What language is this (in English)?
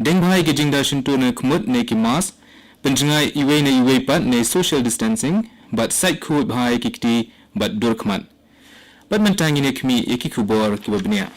Khasi